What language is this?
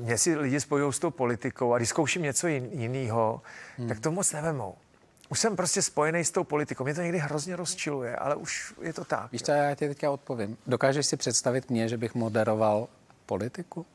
Czech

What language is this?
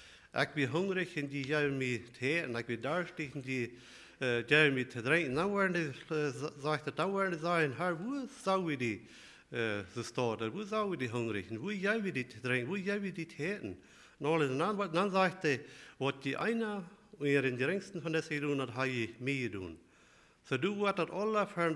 Plautdietsch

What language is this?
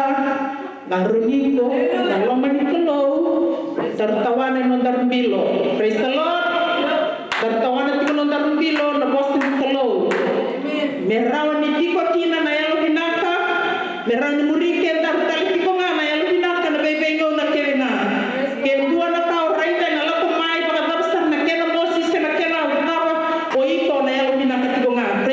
Fijian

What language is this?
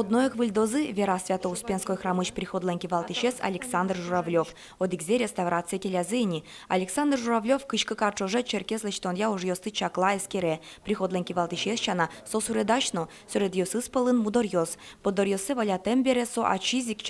Udmurt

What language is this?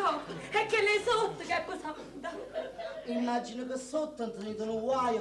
Neapolitan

